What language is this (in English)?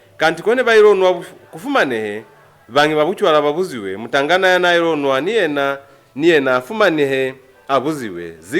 Lozi